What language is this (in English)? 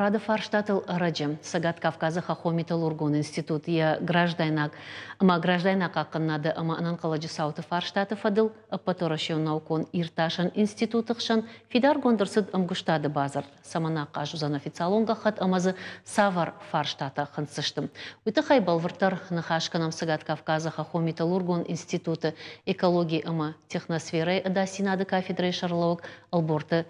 Ossetic